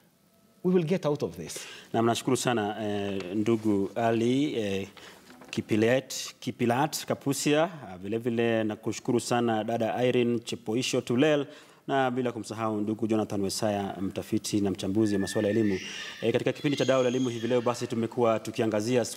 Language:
Swahili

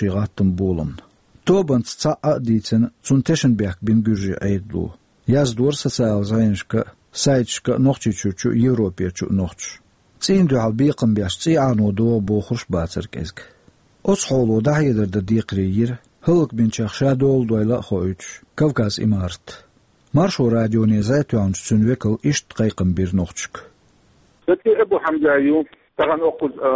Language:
Chechen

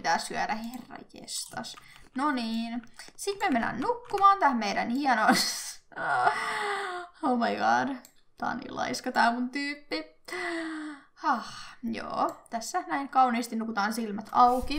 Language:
Finnish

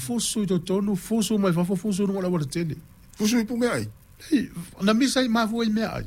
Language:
Samoan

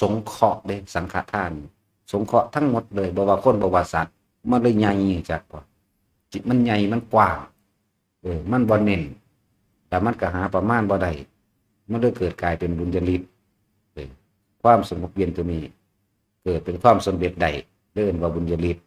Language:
Northeastern Thai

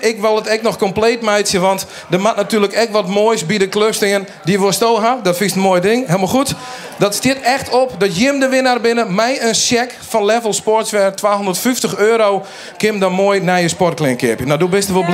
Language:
Western Frisian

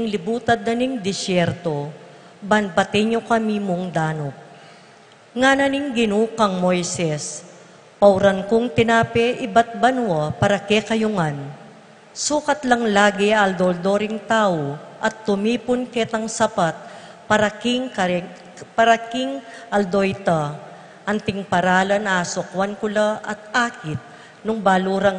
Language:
Pampanga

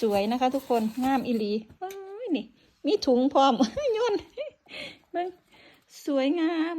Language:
Northeastern Thai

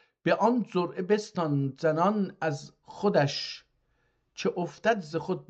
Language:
South Azerbaijani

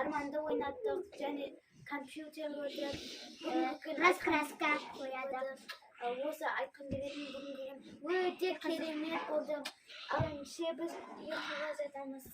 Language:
Kazakh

